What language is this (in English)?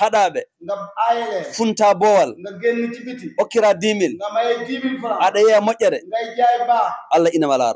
Fula